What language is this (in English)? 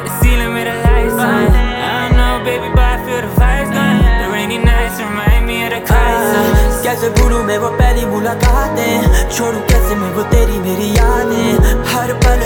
Hindi